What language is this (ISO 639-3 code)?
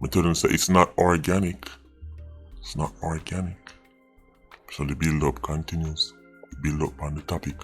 jam